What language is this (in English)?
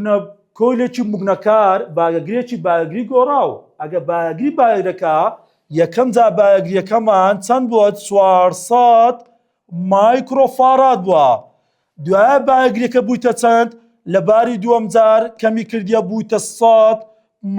Central Kurdish